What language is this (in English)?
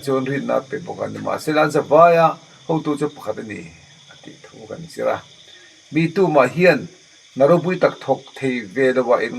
Mizo